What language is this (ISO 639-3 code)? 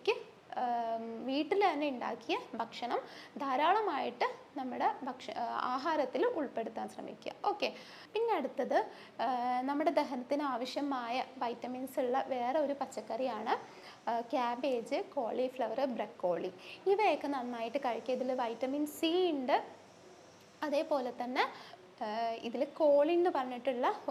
mal